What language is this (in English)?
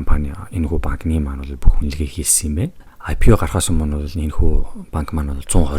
Mongolian